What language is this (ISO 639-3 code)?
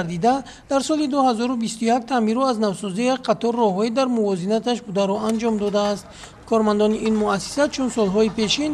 tgk